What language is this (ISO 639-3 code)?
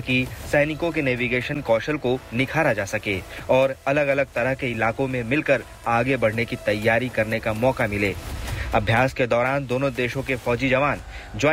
hin